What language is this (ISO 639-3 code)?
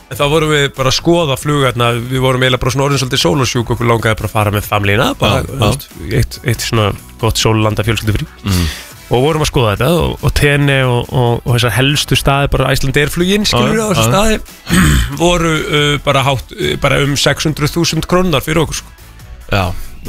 isl